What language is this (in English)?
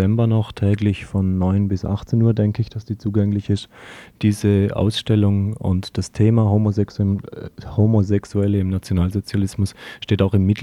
German